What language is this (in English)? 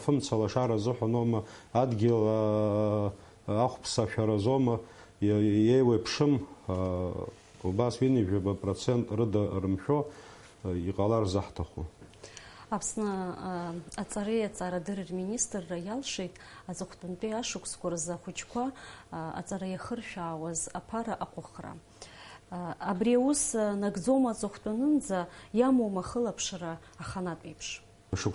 Abkhazian